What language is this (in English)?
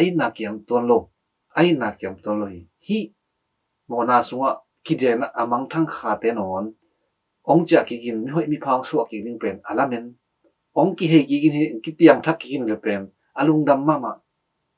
Tedim Chin